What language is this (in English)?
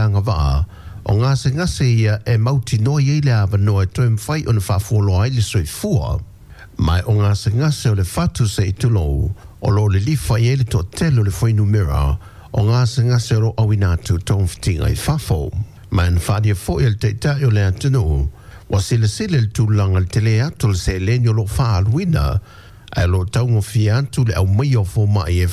Samoan